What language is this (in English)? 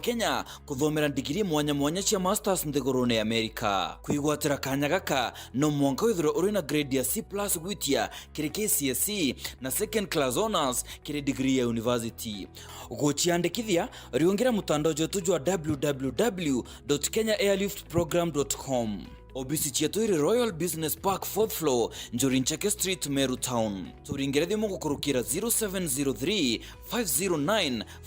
Meru